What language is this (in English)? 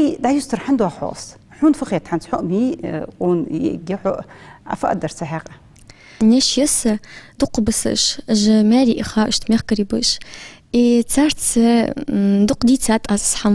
Ingush